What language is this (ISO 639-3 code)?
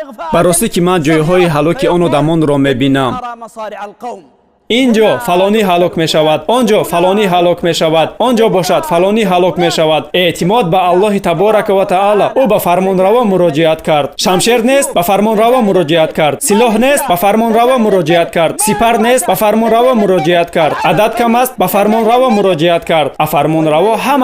tgk